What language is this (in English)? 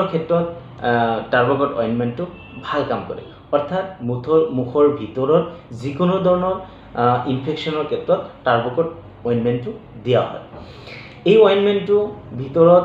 Assamese